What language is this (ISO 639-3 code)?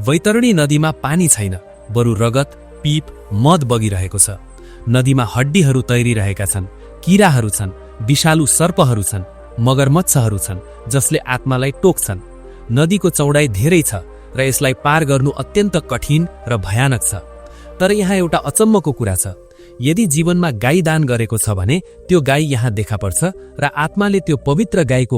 nep